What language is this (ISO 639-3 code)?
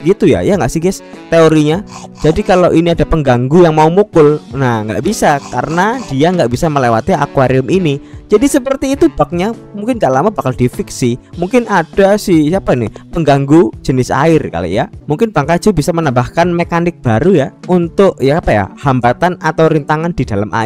ind